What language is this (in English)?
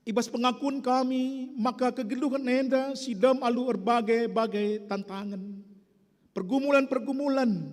Batak Karo